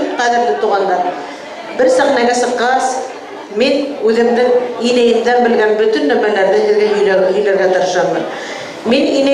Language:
Bashkir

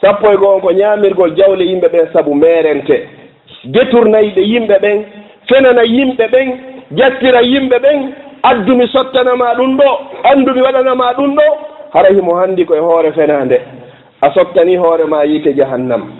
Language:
Fula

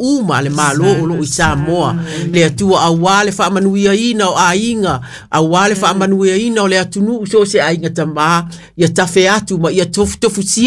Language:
Samoan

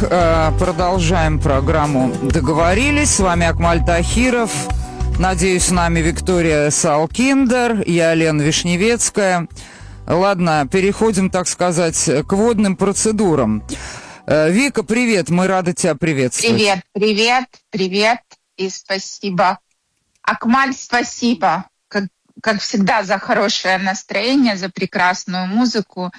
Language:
Russian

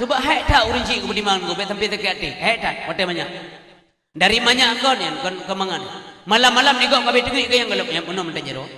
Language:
Achinese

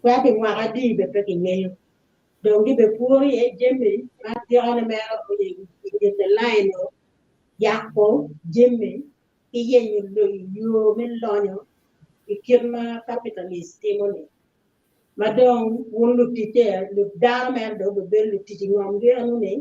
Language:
Acoli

